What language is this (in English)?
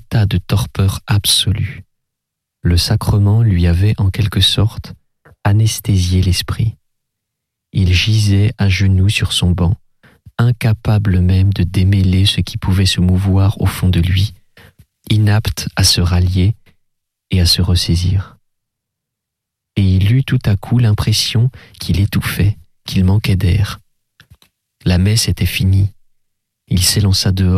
French